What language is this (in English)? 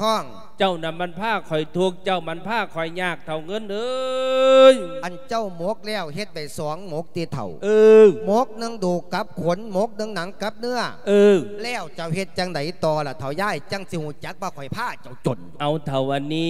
Lao